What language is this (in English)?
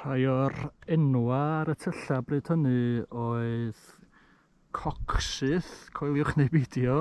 Welsh